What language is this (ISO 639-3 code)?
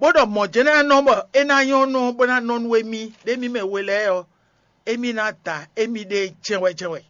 fon